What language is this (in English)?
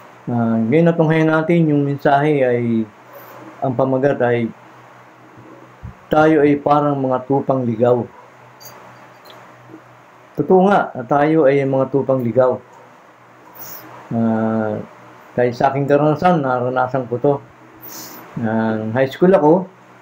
Filipino